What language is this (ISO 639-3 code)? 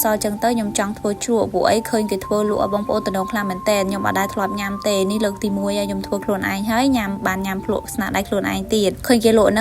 khm